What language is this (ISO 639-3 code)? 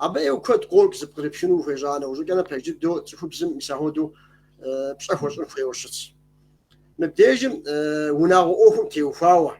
kbd